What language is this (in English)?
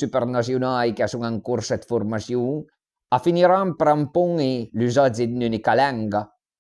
Piedmontese